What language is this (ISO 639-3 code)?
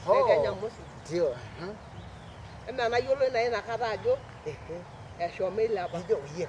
mas